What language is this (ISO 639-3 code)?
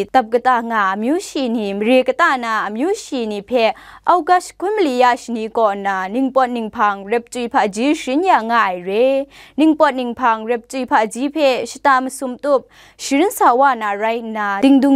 kac